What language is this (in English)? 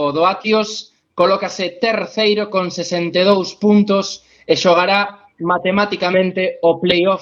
Galician